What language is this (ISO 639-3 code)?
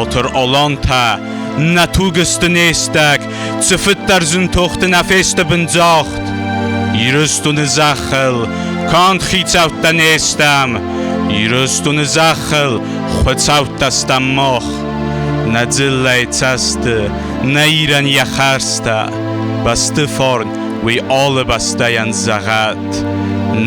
oss